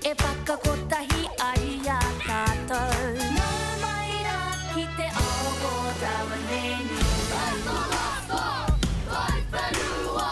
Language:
Māori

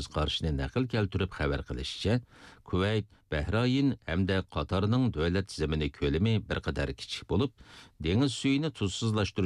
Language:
Uyghur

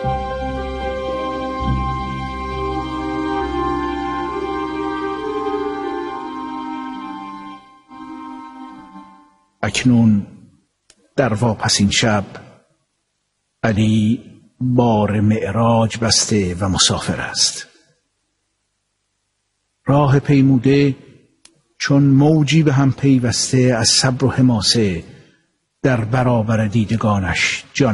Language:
Persian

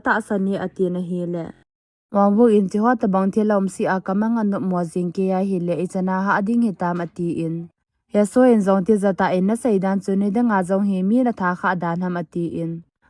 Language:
Thado Chin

